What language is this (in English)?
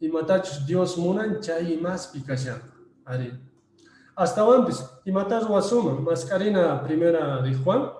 Quechua